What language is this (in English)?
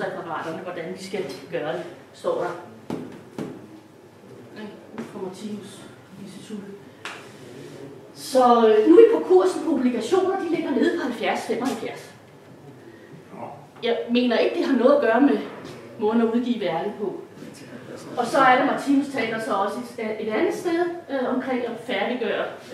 Danish